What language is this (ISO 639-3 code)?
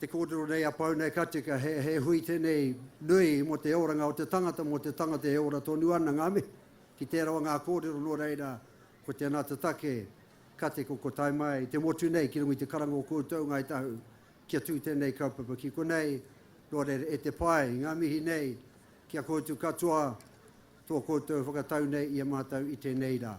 mri